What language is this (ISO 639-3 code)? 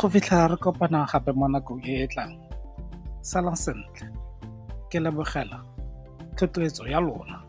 tsn